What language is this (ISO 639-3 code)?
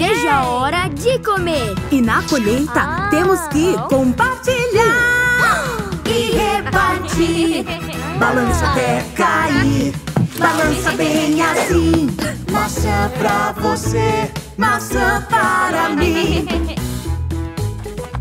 por